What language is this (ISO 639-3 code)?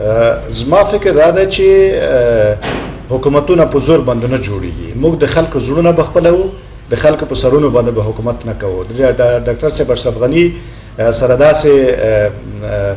pus